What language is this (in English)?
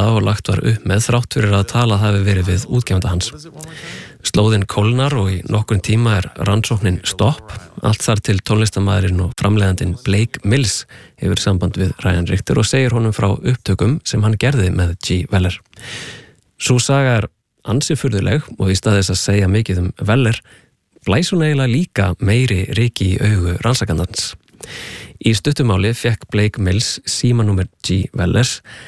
Icelandic